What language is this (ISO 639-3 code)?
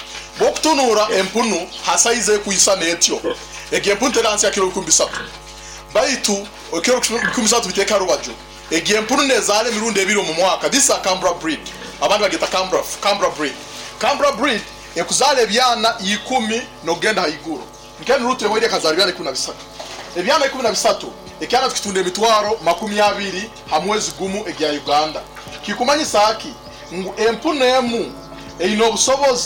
nyo